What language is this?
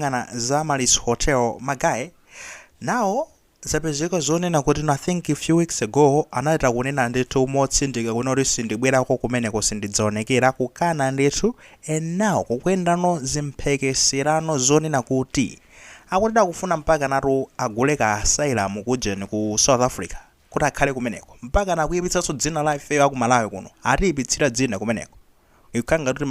Nyanja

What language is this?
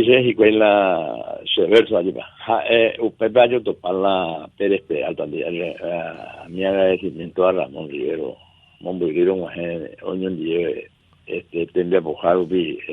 Guarani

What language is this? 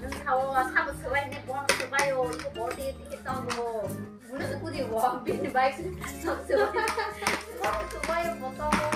Kok Borok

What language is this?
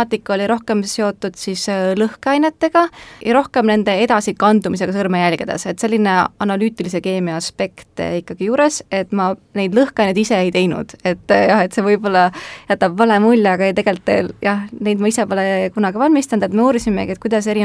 Estonian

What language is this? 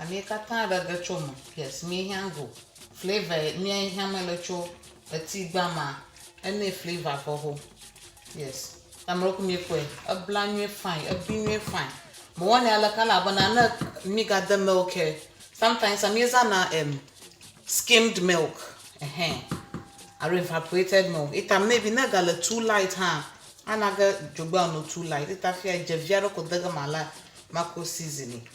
Ewe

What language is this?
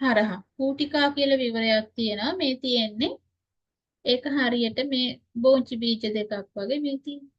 Sinhala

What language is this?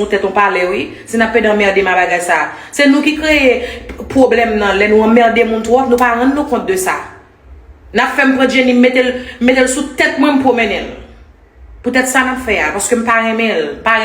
Haitian Creole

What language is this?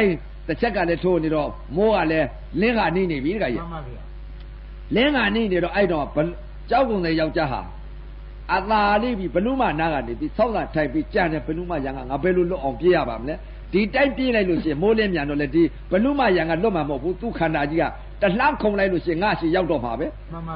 Burmese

